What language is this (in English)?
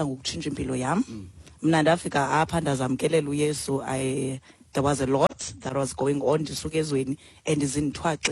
Xhosa